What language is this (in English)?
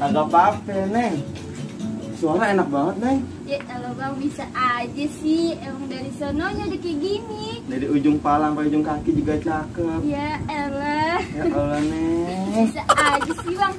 Betawi